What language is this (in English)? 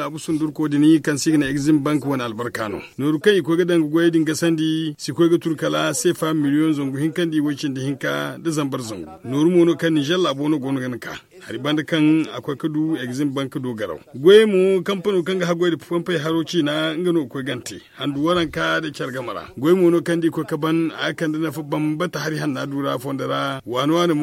Zarma